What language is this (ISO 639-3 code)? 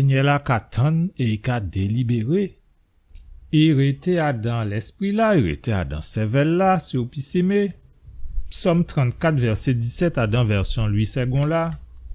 gcf